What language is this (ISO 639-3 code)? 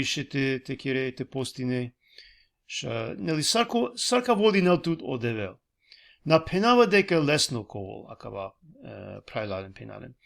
rmn